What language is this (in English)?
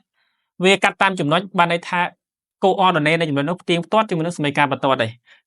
Khmer